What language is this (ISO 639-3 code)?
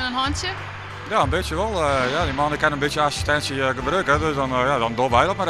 fry